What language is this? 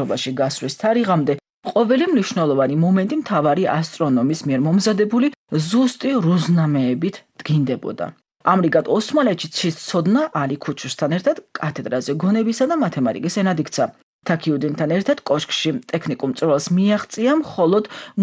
Georgian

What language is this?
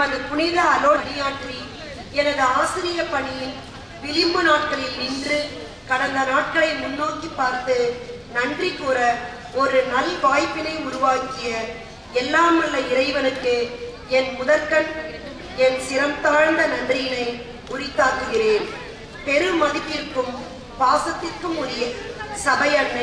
Tamil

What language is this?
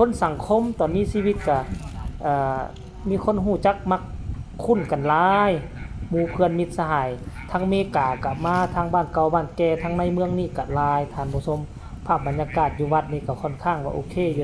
Northeastern Thai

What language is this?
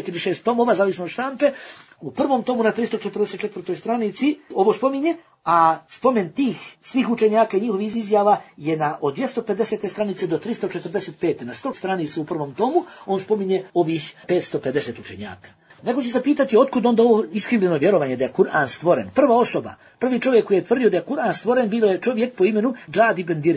Bosnian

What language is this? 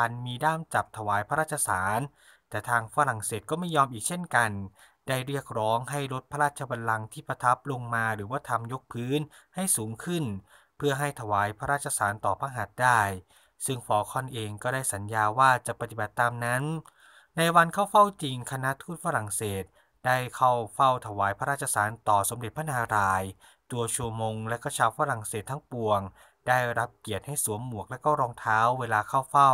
Thai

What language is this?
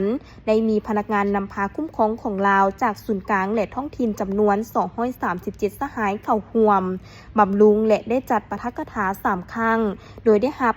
Lao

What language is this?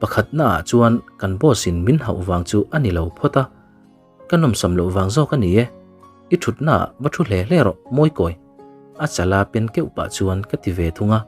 Mizo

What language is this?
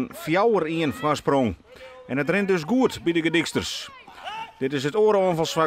Western Frisian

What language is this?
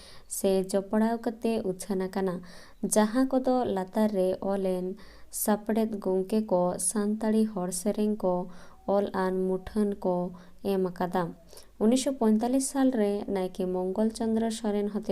Santali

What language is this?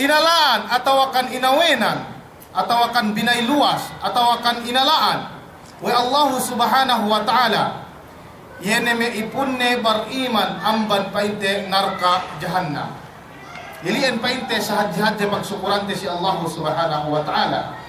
Yakan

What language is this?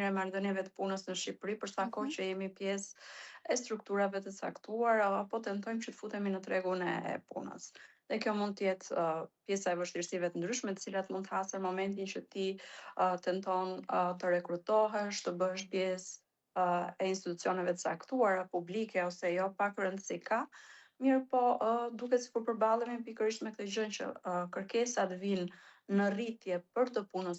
Albanian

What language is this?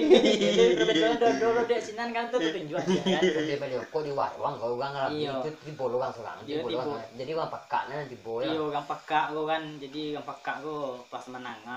Minangkabau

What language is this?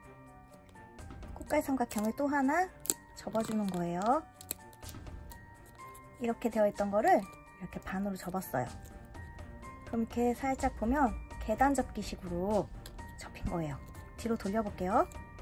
Korean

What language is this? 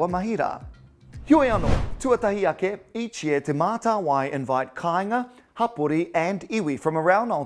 Māori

